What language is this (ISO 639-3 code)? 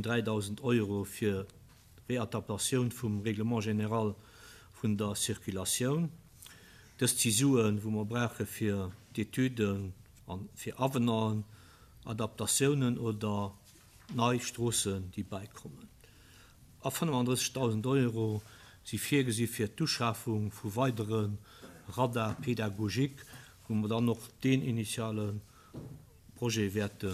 ltz